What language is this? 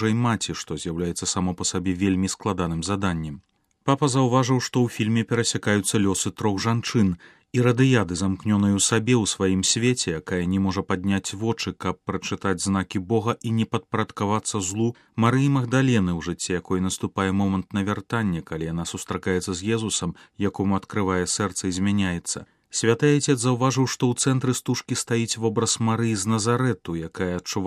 Belarusian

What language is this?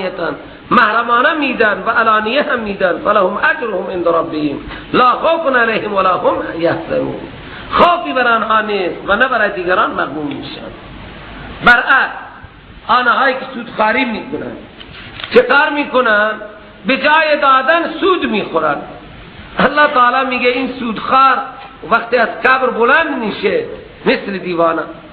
Persian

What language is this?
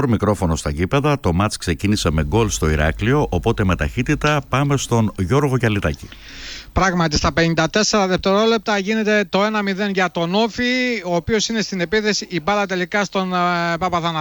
Greek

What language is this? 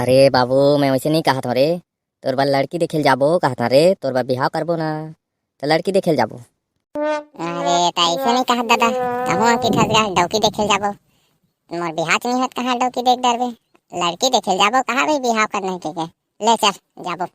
Chhattisgarhi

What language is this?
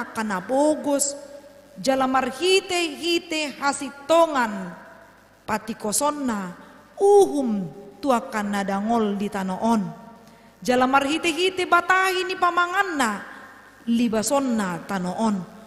Batak Toba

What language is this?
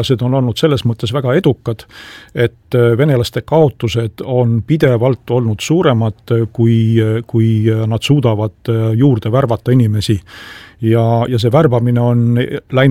Estonian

